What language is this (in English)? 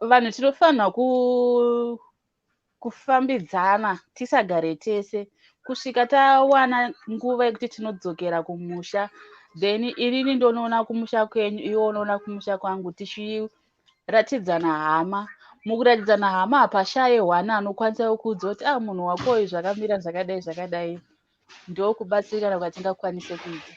Shona